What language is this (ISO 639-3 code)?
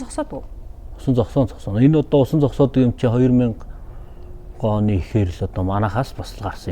mon